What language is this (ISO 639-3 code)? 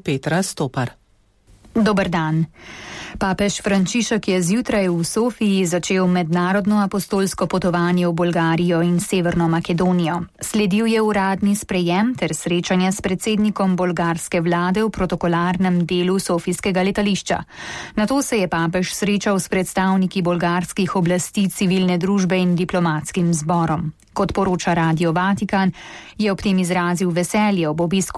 slv